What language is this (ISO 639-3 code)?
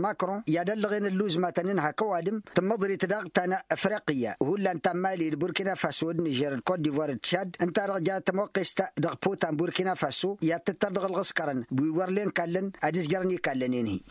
taq